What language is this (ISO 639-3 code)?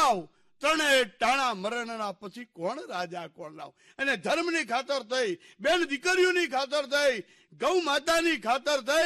guj